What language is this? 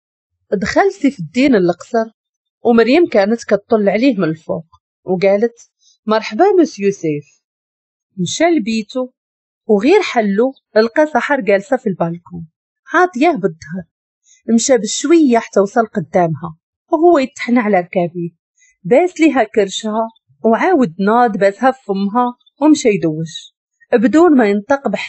Moroccan Arabic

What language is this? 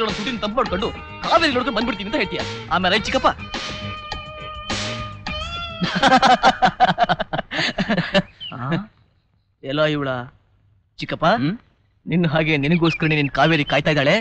Kannada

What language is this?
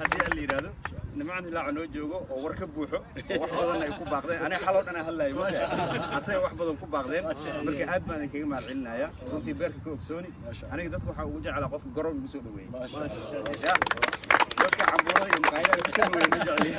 Somali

